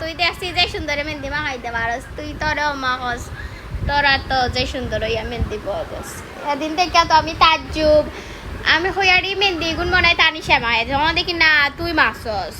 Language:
Sylheti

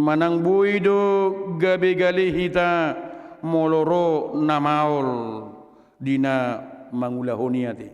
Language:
Batak Toba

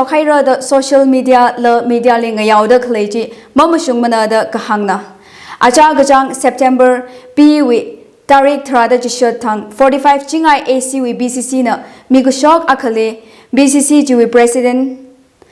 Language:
Tangkhul Naga (India)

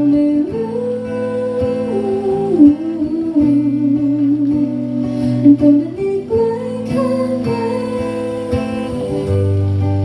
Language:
Thai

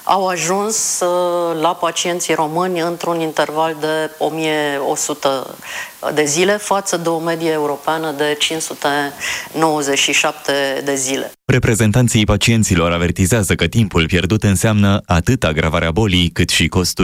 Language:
Romanian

